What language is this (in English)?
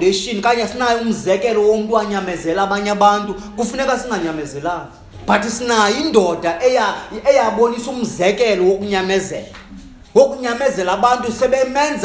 Xhosa